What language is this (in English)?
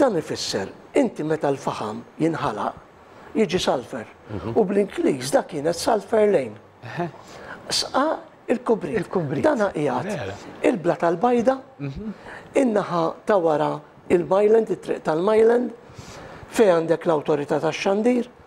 Maltese